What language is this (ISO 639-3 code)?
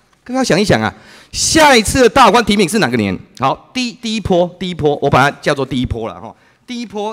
zho